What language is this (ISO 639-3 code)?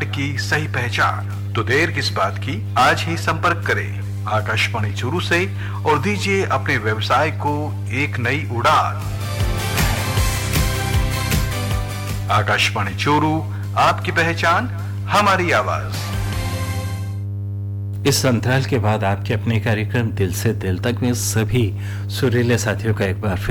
hin